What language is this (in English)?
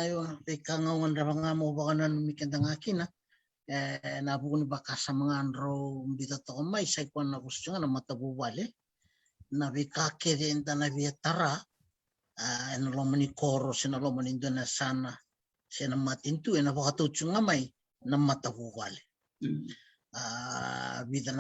Fijian